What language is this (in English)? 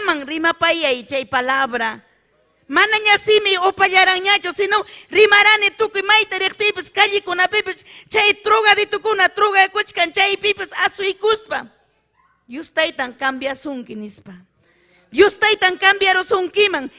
Ayacucho Quechua